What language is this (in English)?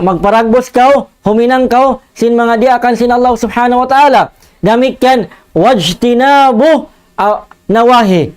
Tausug